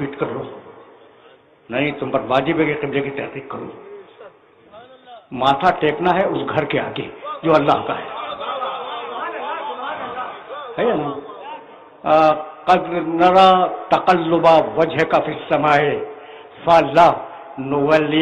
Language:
Urdu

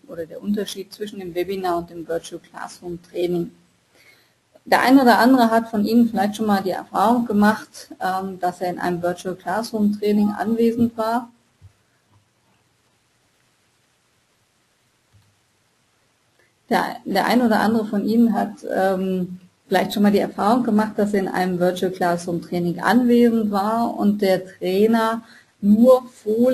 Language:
German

